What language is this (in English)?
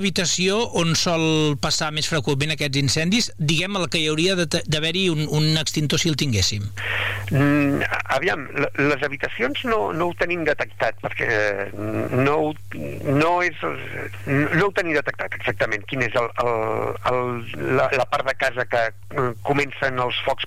Catalan